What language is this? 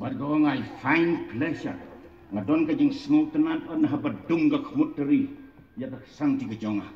Khasi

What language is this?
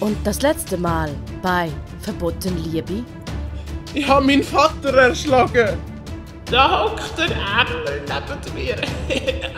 Swiss German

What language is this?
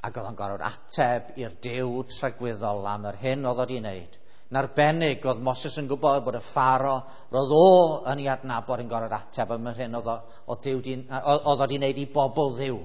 Welsh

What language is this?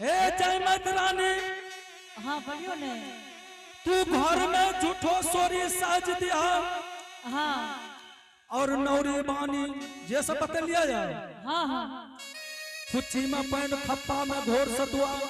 Angika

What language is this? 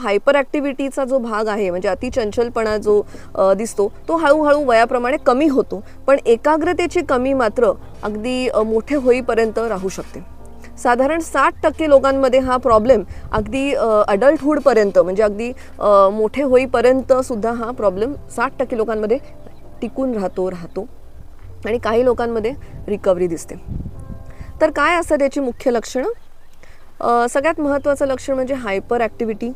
Marathi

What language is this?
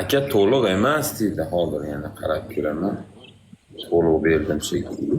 Uzbek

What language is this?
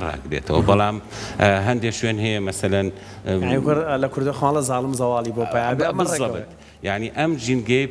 Central Kurdish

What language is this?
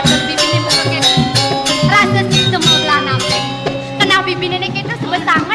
Balinese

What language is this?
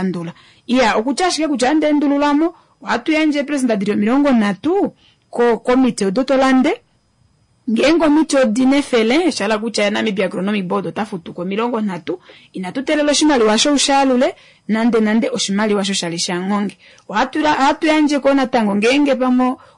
Kuanyama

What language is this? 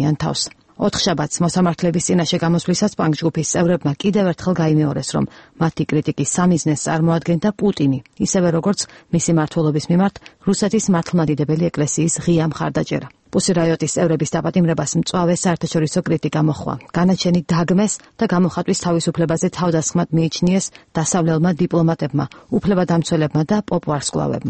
Georgian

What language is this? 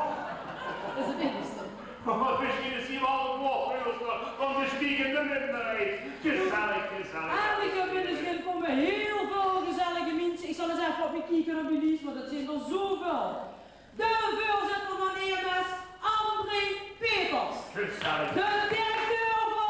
Limburgish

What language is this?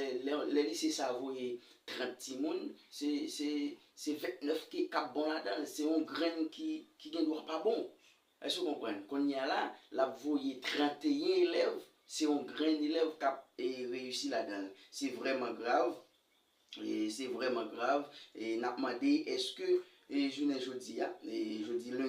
Haitian Creole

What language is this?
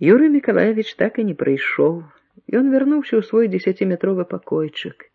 Belarusian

